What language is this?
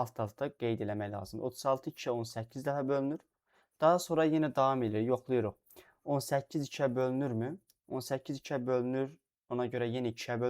Azerbaijani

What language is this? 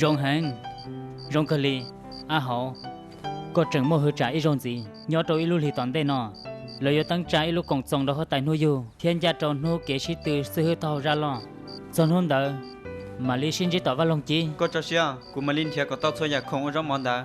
Hmong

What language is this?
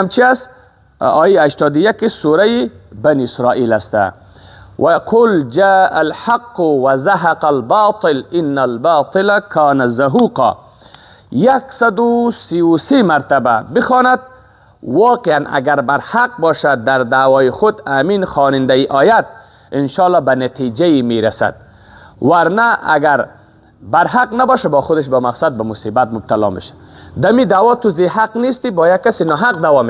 Persian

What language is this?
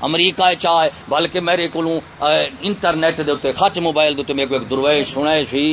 Saraiki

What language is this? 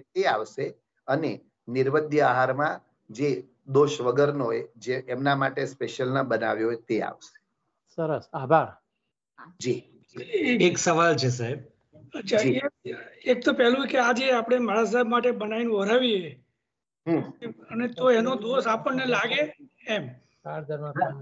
Gujarati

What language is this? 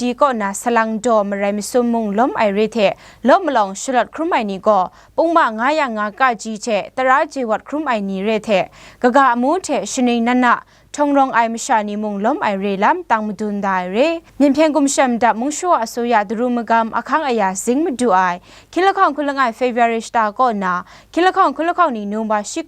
Kachin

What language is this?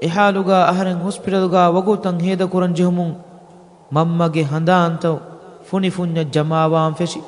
Divehi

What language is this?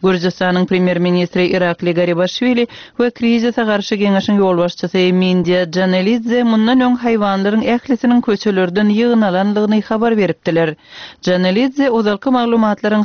Turkmen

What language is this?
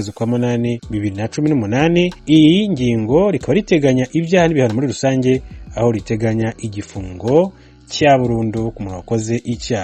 Kinyarwanda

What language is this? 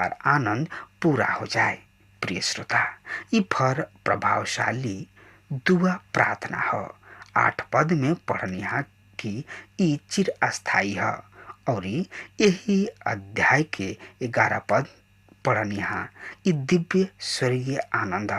Bhojpuri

